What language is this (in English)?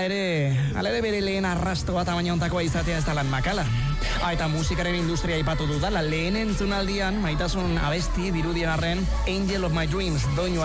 Basque